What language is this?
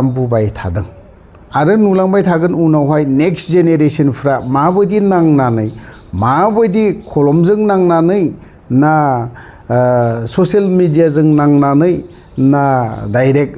Bodo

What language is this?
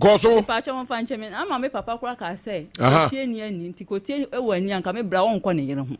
Akan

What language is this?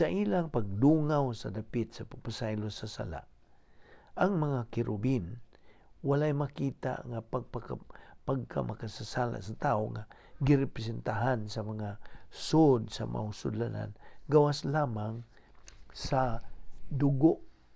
Cebuano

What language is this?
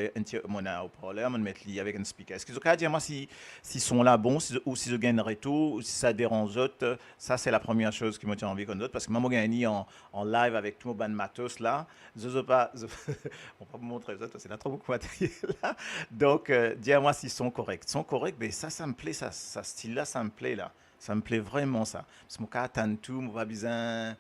Morisyen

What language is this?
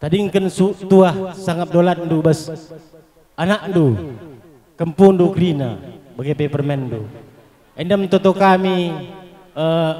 Batak Karo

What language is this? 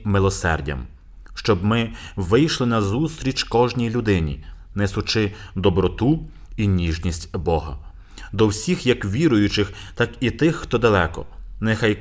Ukrainian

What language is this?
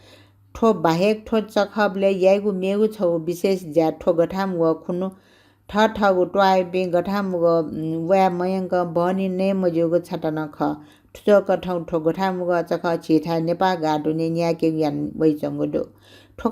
Newari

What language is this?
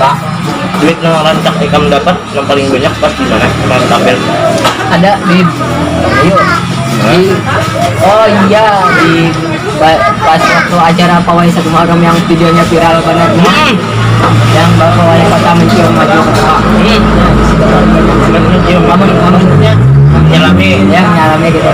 Banjar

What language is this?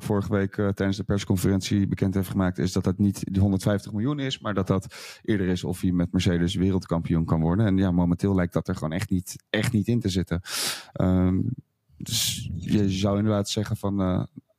Dutch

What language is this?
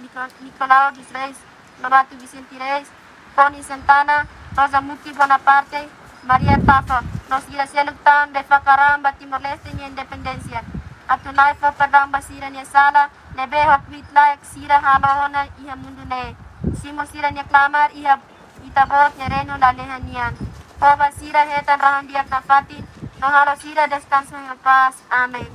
Tetum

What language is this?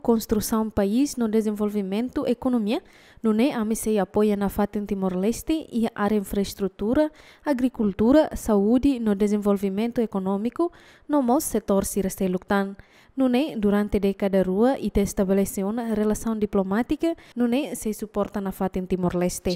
Tetum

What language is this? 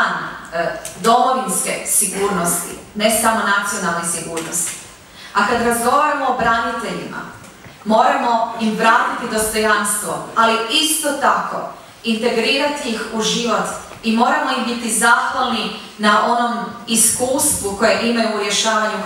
Croatian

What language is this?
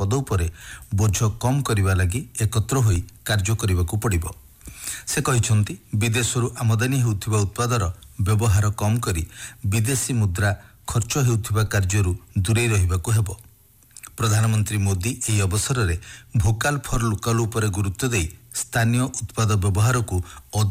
Odia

